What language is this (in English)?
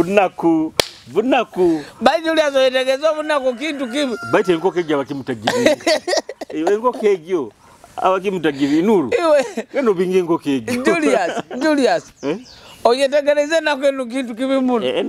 Nyoro